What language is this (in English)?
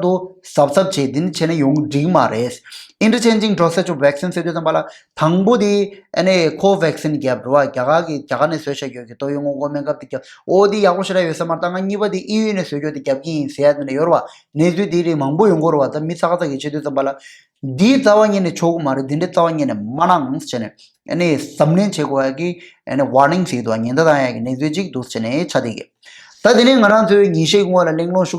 Tibetan